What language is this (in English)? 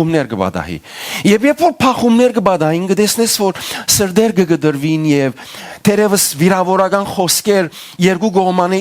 Western Armenian